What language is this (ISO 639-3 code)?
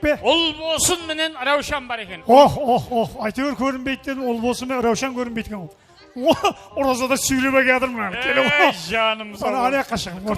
kaa